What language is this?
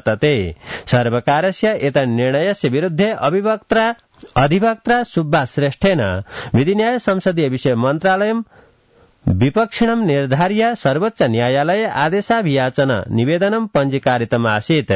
Sanskrit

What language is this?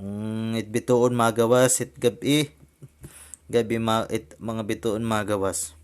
Waray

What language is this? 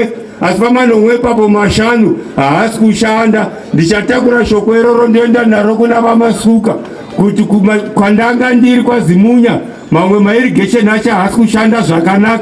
Shona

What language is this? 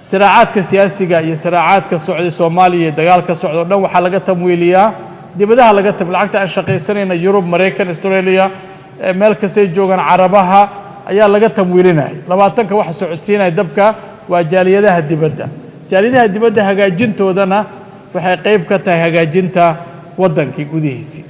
Somali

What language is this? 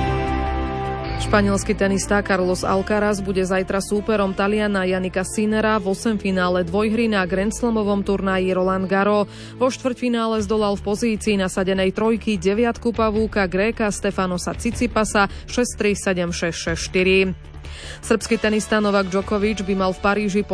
Slovak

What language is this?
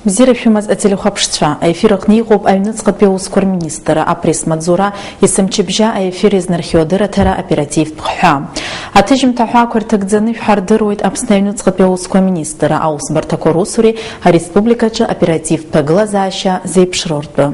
Abkhazian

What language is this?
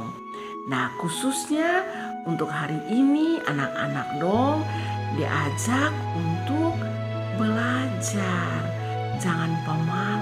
Kupang Malay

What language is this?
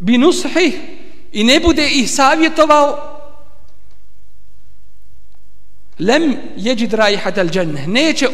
Bosnian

